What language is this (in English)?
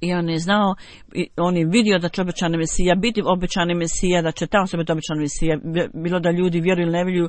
Bosnian